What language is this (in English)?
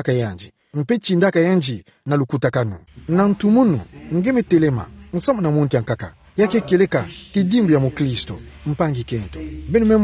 Kituba (Democratic Republic of Congo)